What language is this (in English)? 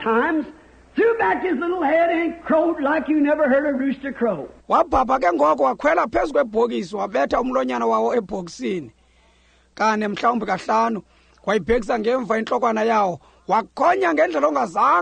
Xhosa